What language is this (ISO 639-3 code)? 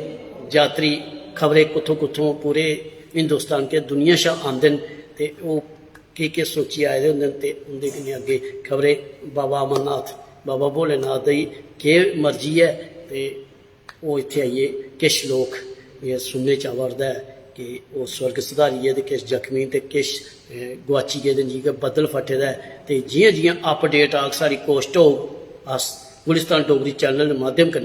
doi